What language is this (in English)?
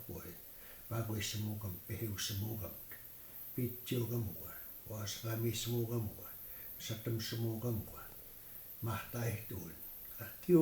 Plains Cree